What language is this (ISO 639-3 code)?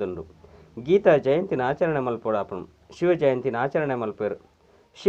tcy